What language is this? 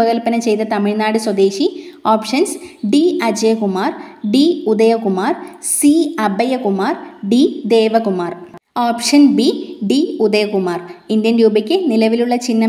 Malayalam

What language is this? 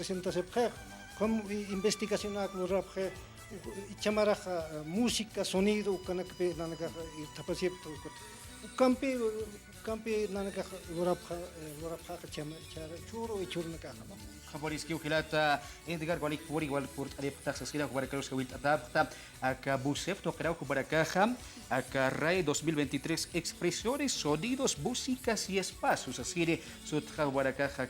Aymara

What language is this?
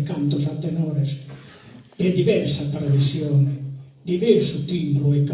Sardinian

